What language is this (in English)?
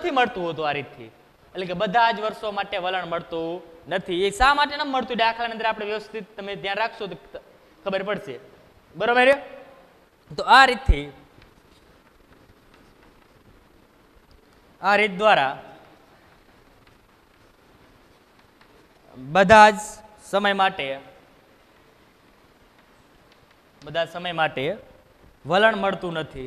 Gujarati